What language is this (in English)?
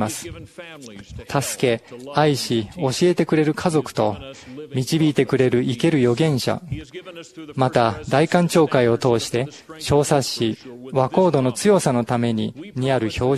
Japanese